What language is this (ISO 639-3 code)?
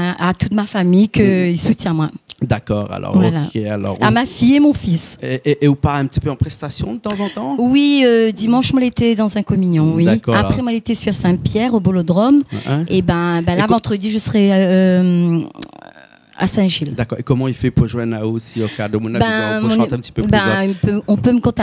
rcf